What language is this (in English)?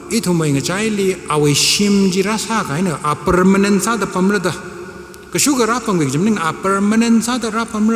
Tangkhul Naga (India)